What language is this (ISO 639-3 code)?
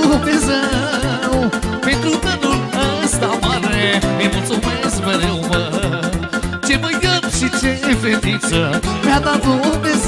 ron